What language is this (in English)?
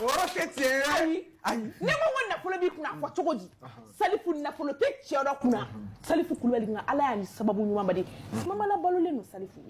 Bambara